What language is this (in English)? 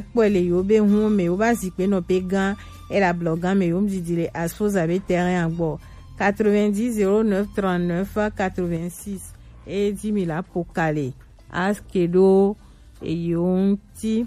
Gen